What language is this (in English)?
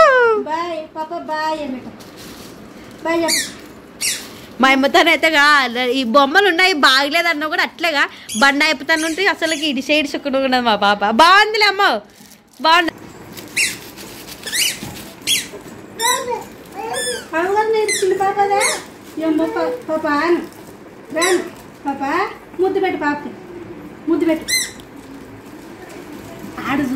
Telugu